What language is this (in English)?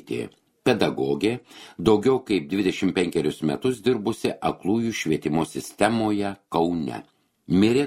Lithuanian